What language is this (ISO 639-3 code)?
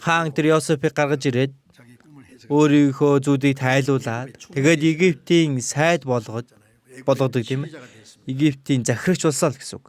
mon